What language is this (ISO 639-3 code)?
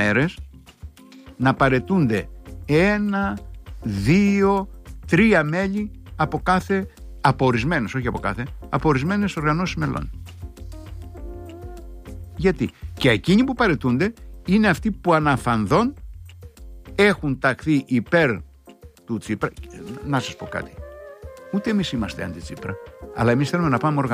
ell